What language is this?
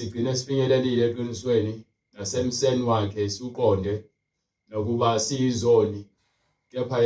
Zulu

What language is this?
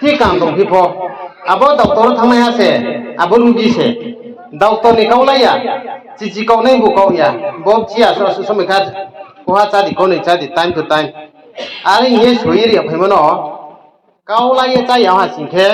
Riang (India)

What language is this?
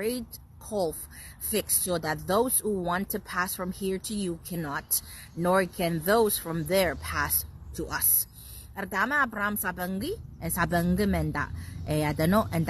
Pohnpeian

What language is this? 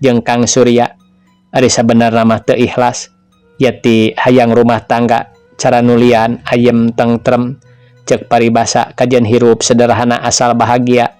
Sundanese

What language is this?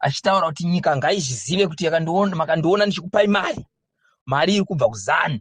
Shona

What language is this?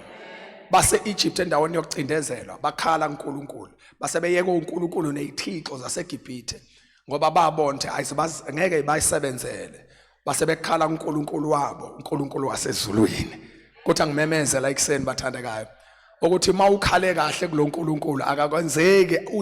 Zulu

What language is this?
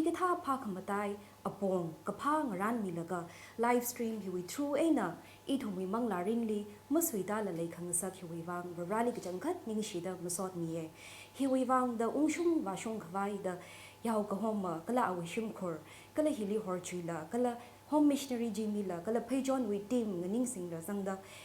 Tangkhul Naga (India)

